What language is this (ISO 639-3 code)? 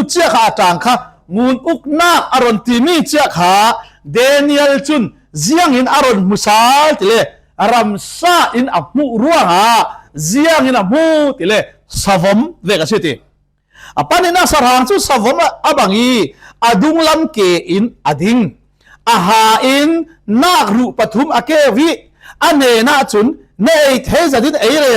cfm